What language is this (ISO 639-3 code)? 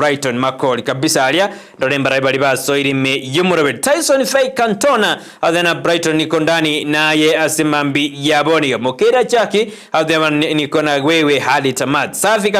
guz